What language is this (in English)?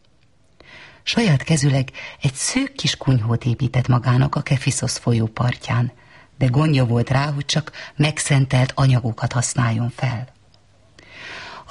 Hungarian